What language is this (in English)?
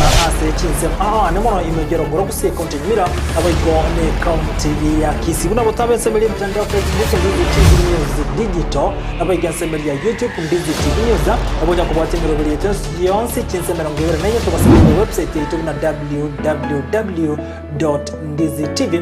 Gusii